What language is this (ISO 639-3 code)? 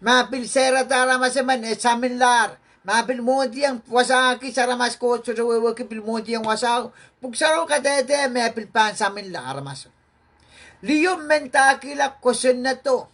pon